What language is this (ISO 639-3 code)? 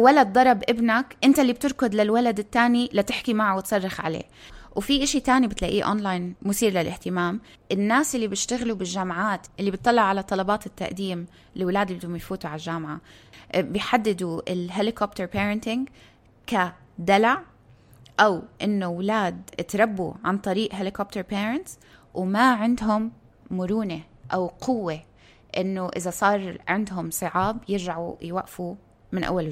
apc